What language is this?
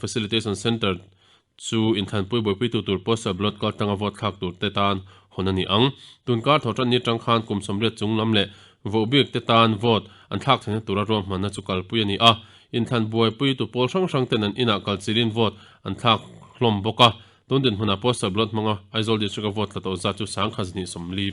Mizo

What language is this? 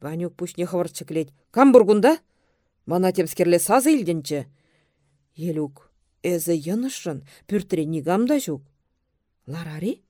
Chuvash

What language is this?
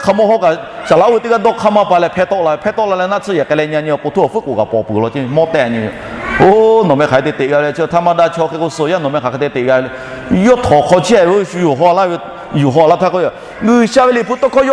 Lahu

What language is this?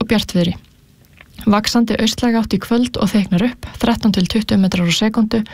Icelandic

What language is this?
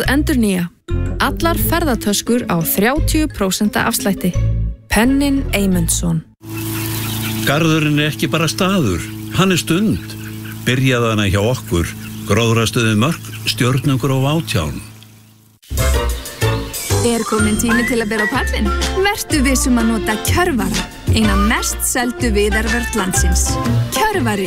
Icelandic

